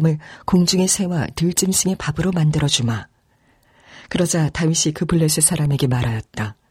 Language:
Korean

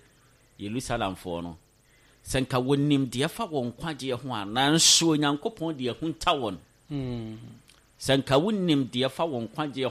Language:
Akan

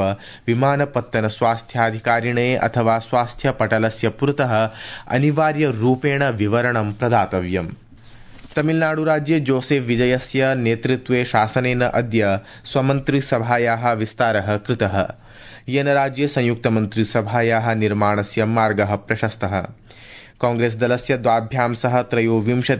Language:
Sanskrit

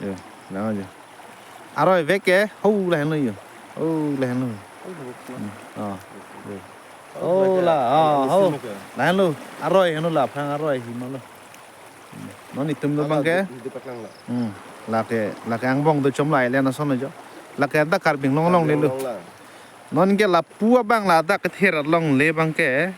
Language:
Karbi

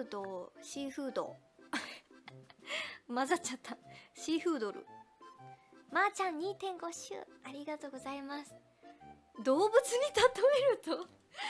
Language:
Japanese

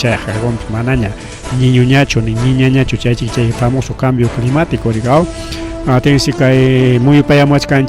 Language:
Ayacucho Quechua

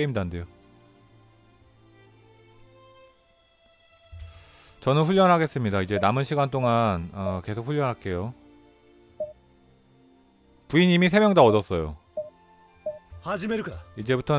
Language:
Korean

